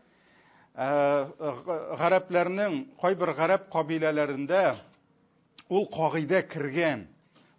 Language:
Tatar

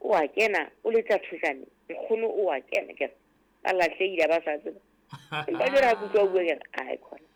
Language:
Southern Sotho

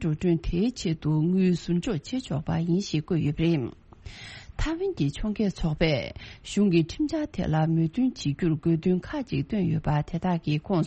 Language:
Tibetan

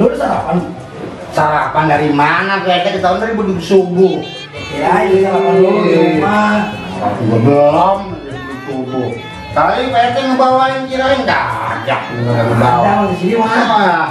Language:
Betawi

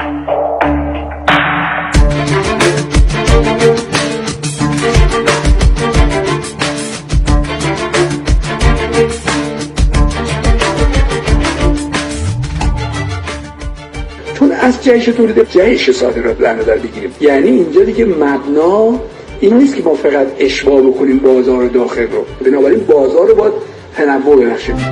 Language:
Persian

